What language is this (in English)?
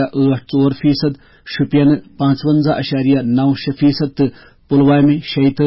Kashmiri